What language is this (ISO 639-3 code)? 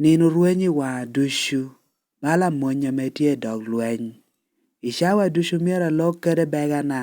laj